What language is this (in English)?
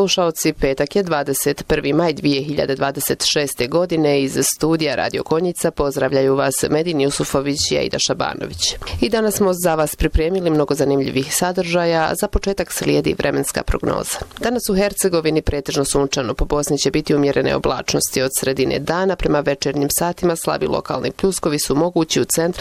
Bosnian